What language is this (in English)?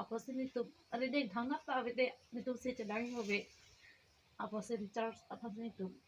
Karbi